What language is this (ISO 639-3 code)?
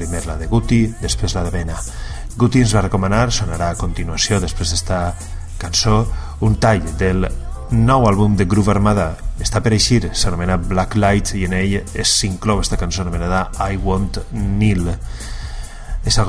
cat